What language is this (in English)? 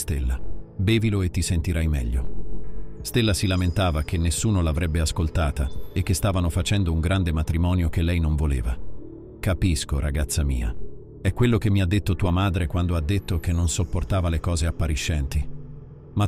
Italian